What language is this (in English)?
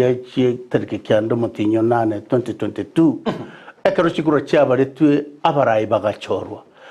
Gusii